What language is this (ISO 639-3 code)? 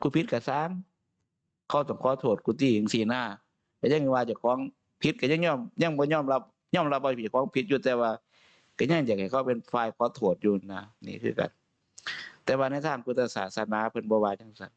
tts